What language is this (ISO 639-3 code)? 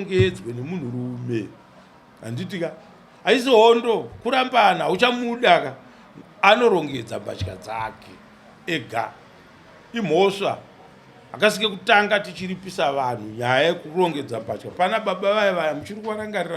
sna